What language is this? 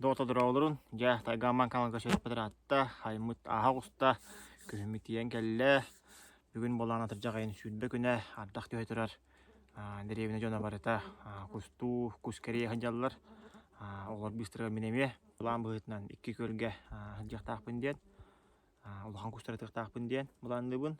Yakut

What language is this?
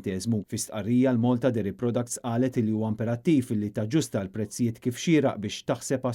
Maltese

